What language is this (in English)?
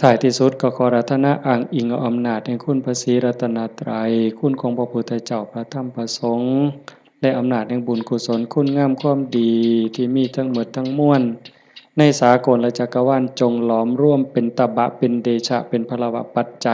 Lao